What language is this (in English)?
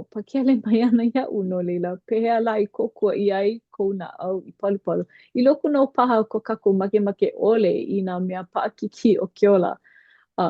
Hawaiian